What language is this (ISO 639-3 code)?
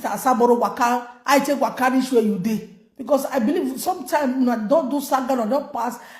pcm